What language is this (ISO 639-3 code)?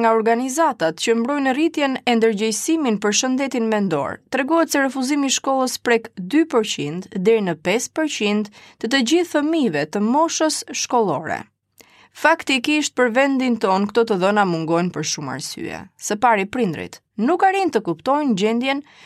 sqi